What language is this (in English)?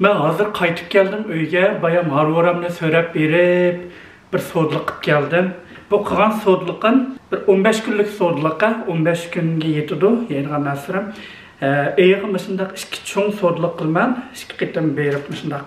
Uyghur